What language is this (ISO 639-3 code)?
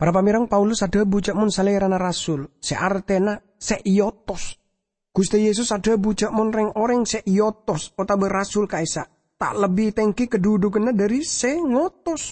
mad